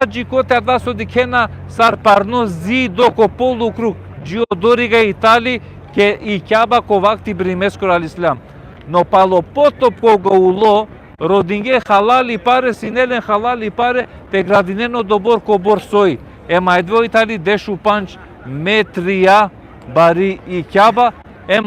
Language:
Balkan Romani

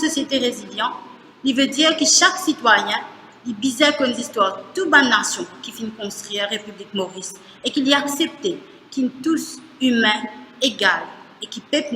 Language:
Morisyen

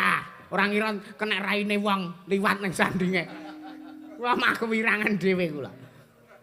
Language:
Javanese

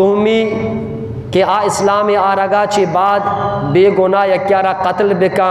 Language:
Eastern Balochi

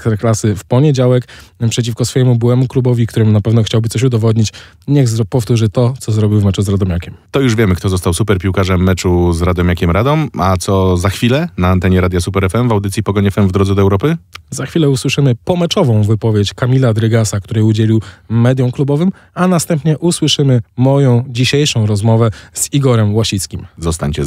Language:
Polish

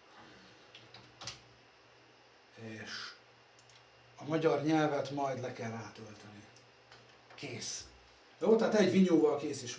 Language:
Hungarian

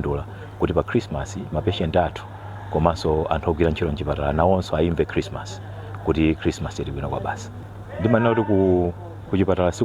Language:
Nyanja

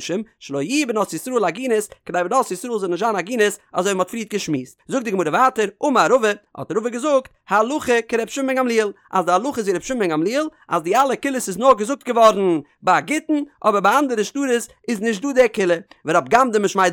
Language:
Yiddish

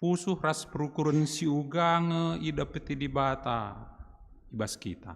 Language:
Batak Karo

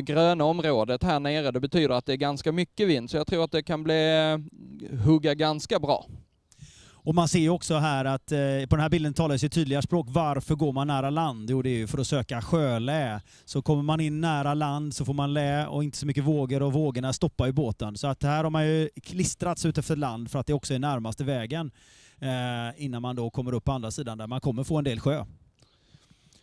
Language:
Swedish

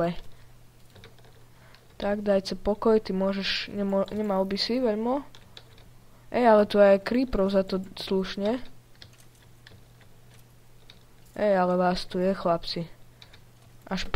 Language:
Slovak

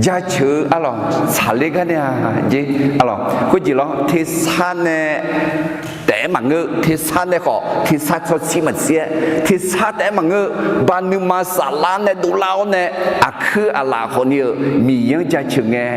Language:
Akha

